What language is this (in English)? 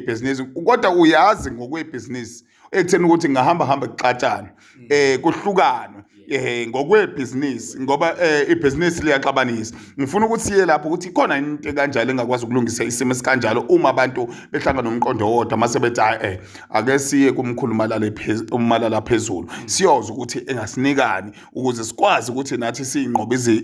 Zulu